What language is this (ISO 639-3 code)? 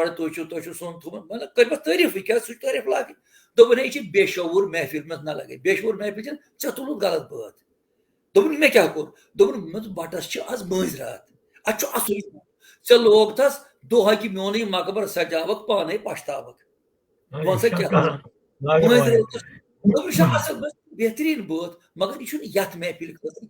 kas